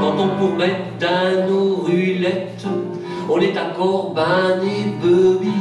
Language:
Picard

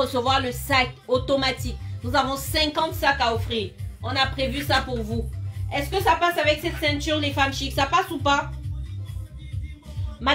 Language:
French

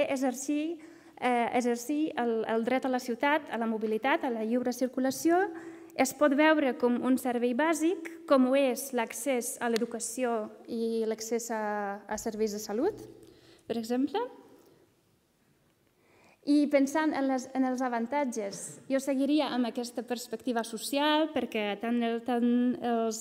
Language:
Catalan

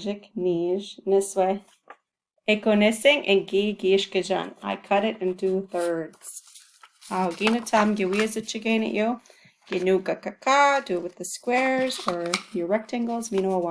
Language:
Chippewa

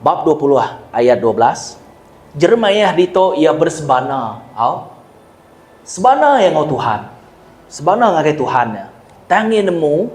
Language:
Iban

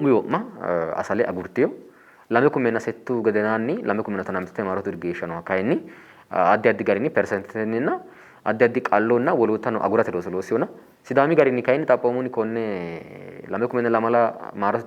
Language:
Sidamo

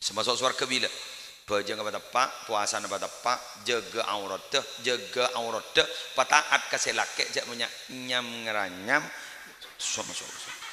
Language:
Madurese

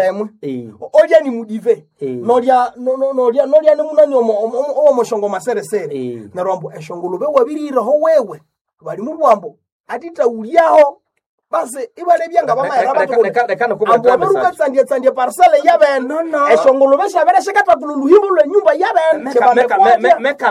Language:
Nande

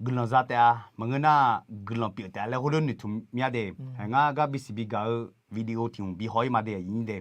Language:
Akha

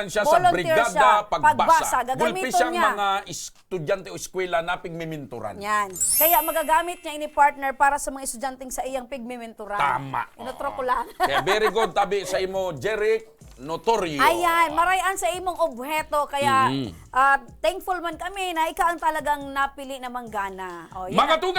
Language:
Bikol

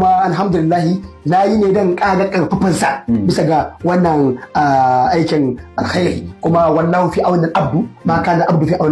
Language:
Hausa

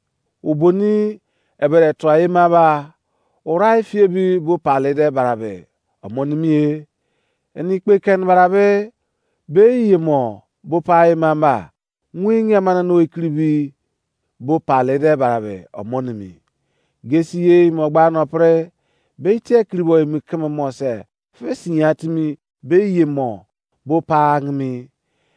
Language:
Izon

